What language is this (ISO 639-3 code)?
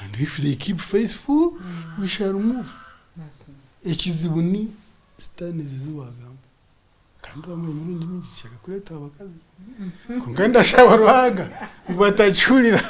nyn